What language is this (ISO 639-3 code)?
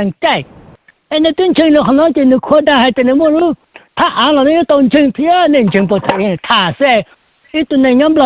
hmn